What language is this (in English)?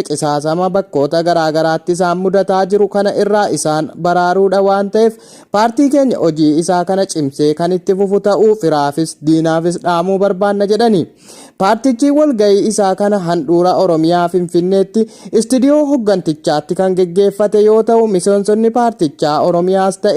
Oromo